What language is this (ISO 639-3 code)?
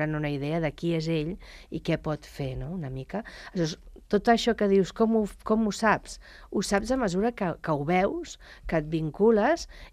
cat